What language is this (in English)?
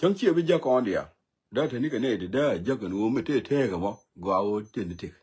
Nuer